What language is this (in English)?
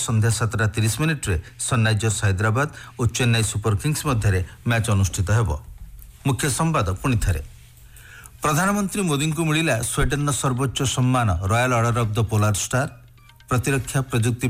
Odia